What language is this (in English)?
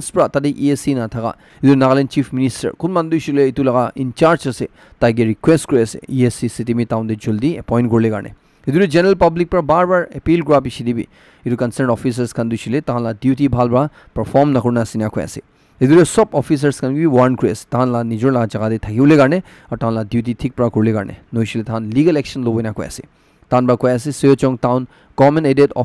Naga Pidgin